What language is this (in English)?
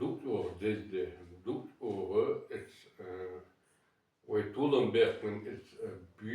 Chechen